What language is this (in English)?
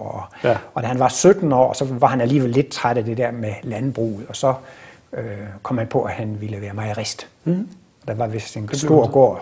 Danish